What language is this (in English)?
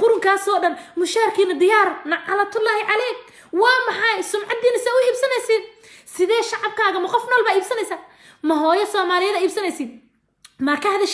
Somali